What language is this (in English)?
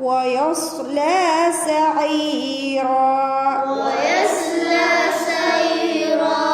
Divehi